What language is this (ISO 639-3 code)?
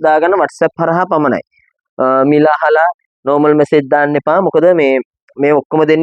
sin